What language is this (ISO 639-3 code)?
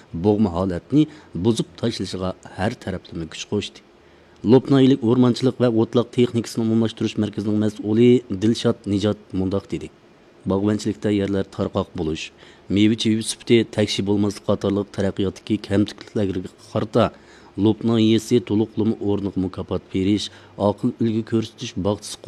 uig